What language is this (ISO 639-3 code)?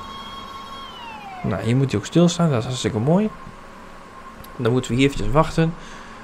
nld